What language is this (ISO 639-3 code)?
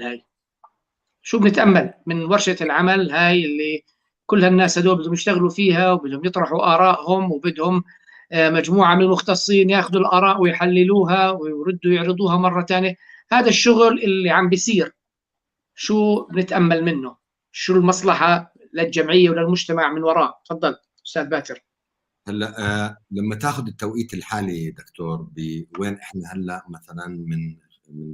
apc